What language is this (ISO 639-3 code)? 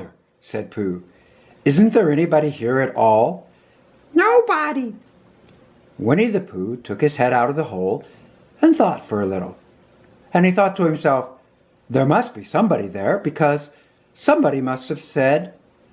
eng